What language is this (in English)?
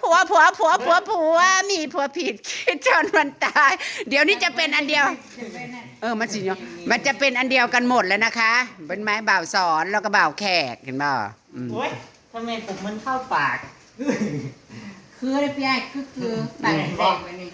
Northeastern Thai